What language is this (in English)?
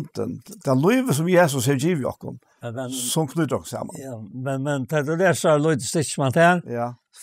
Faroese